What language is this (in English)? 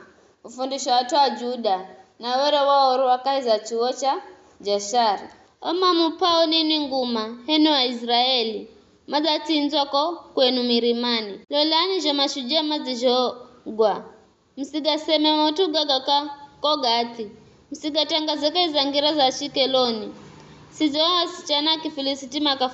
Giryama